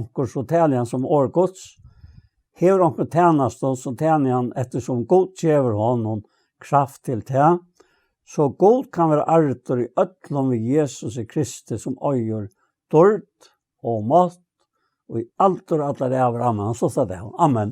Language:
Faroese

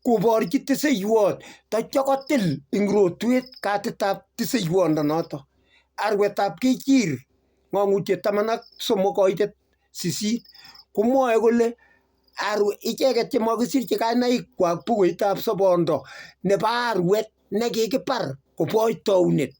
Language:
Kalenjin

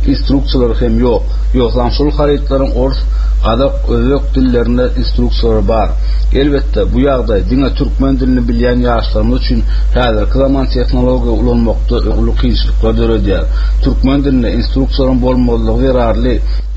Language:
Turkmen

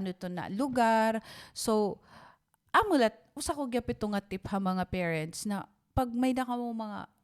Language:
Waray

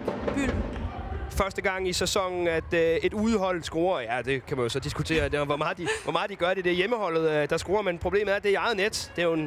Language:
Danish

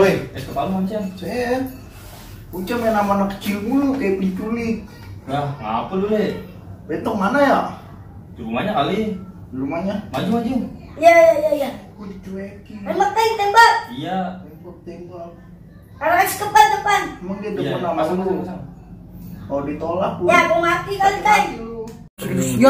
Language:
Betawi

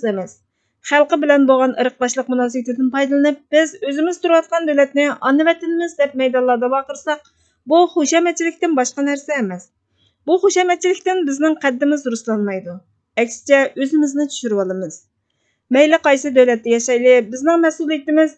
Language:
Uyghur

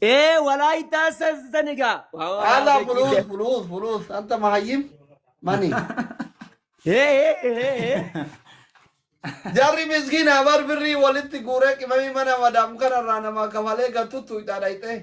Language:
Oromo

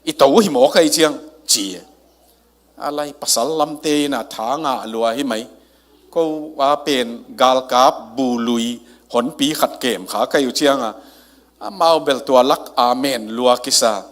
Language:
Tedim Chin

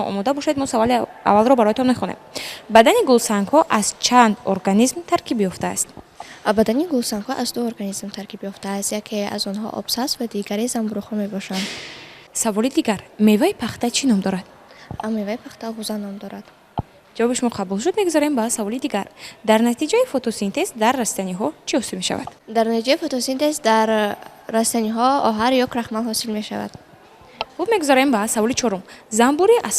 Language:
Tajik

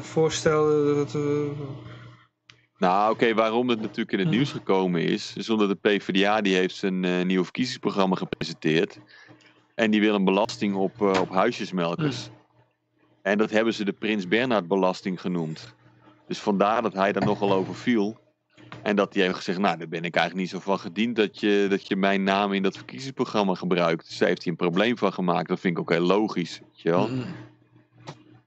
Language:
Dutch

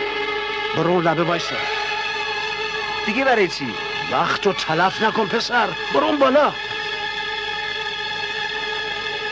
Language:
Persian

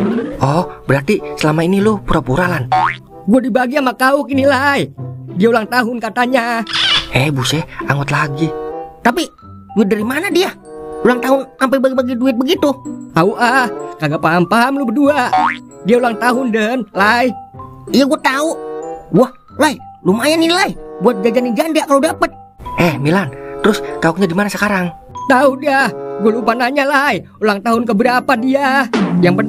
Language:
Betawi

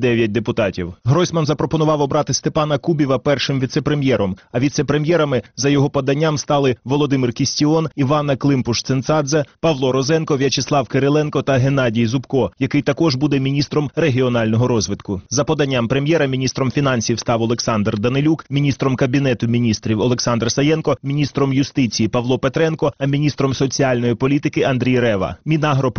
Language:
Ukrainian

